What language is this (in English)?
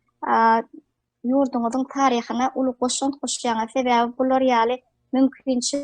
Turkmen